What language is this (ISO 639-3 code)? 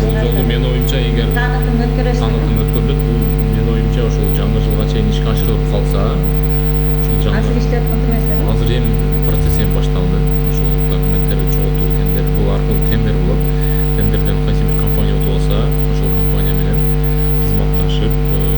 kir